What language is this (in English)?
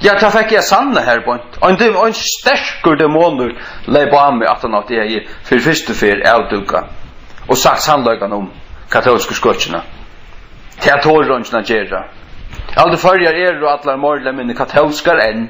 Faroese